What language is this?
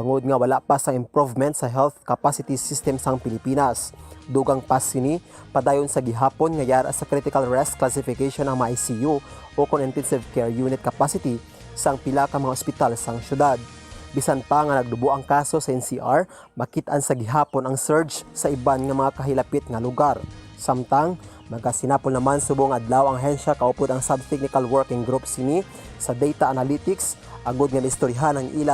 Hiligaynon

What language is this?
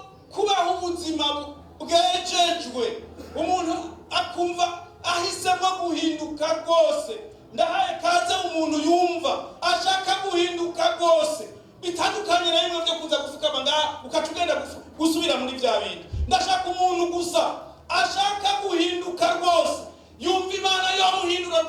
Rundi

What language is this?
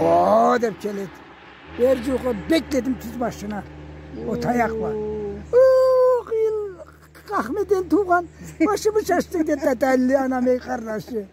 Karachay-Balkar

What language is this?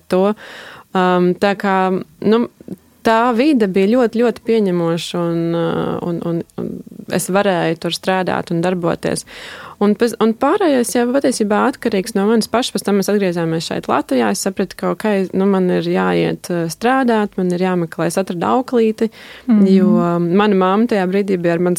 Latvian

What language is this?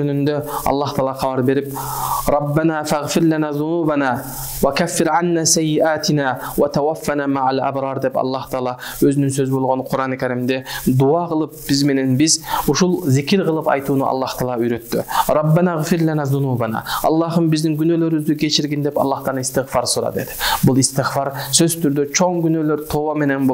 Kyrgyz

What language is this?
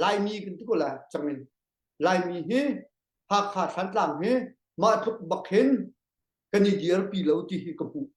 Hakha Chin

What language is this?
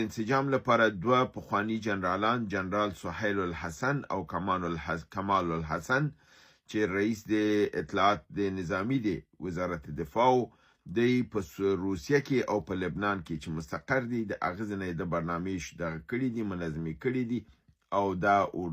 Pashto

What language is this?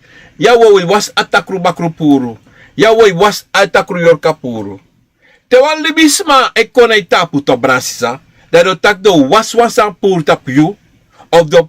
Sranan Tongo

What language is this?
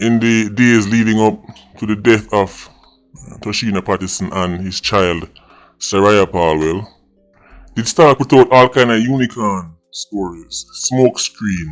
Jamaican Creole English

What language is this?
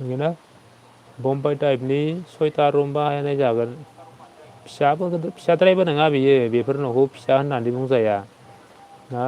Bodo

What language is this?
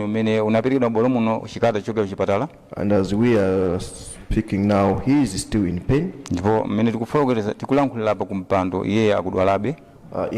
Nyanja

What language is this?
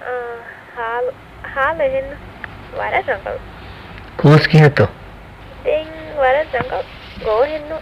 Divehi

